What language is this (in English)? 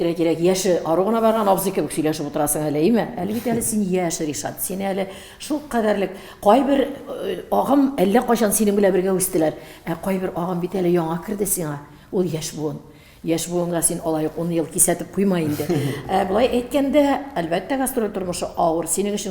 Tatar